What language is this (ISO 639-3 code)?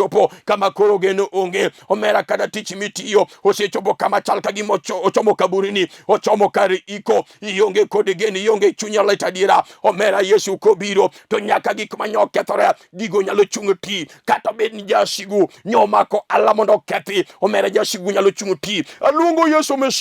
luo